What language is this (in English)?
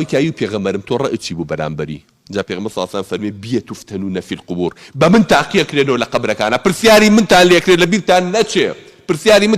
Central Kurdish